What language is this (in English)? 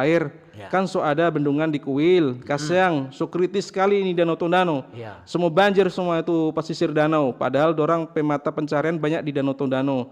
Manado Malay